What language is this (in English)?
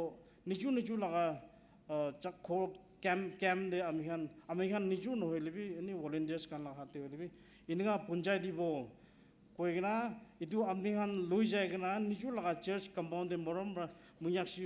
Naga Pidgin